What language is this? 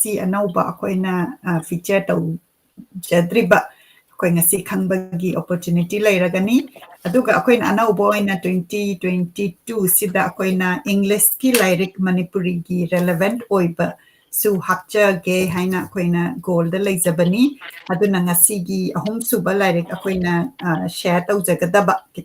Manipuri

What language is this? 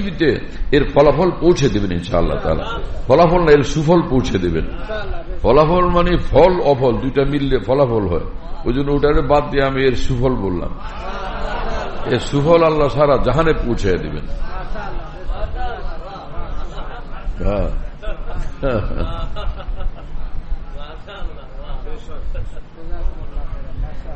Bangla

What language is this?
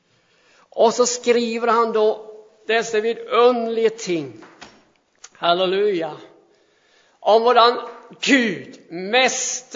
Swedish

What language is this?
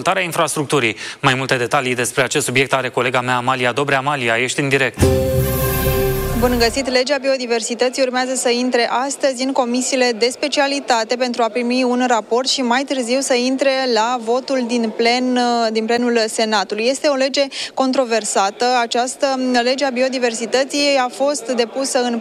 Romanian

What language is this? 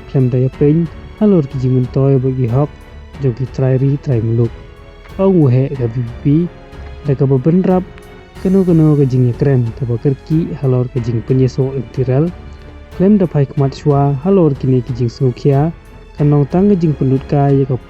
Khasi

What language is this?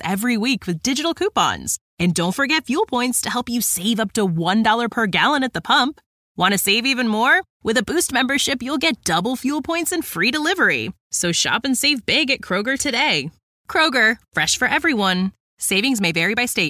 English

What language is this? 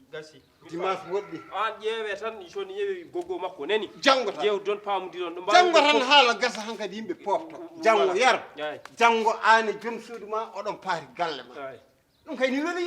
Fula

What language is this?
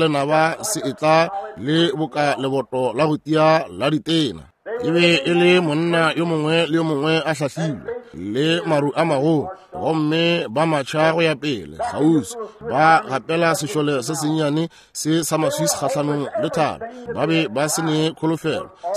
Northern Sotho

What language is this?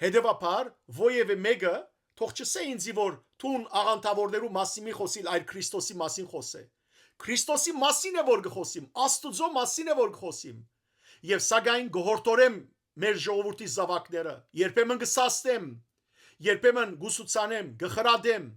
Western Armenian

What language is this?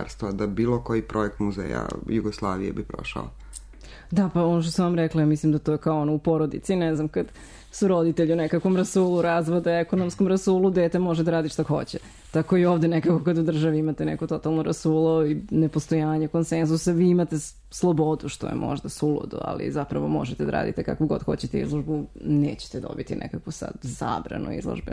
Serbian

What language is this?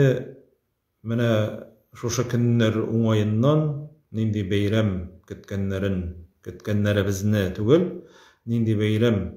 Tatar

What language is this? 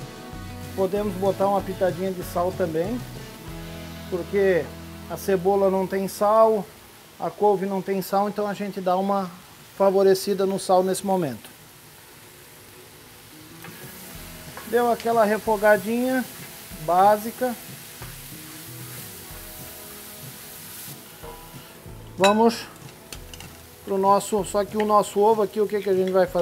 Portuguese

